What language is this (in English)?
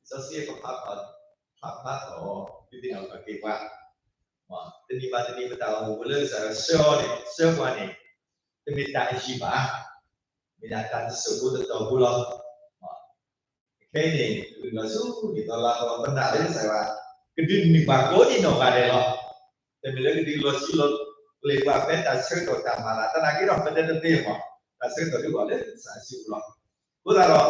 S'gaw Karen